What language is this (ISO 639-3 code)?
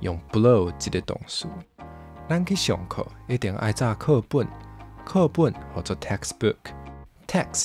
nan